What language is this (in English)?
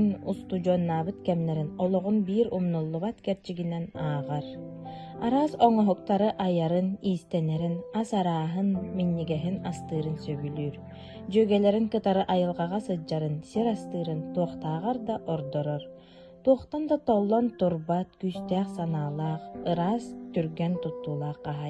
Yakut